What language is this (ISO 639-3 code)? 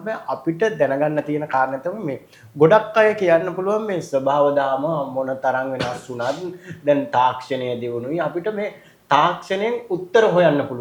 sin